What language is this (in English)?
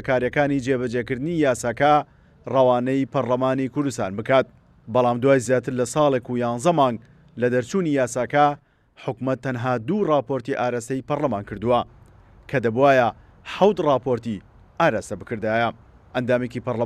Central Kurdish